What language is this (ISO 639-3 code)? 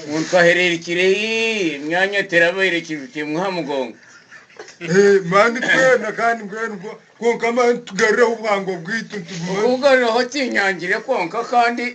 nyn